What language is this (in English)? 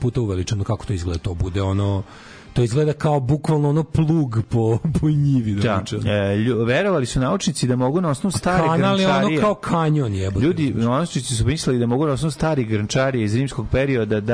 Serbian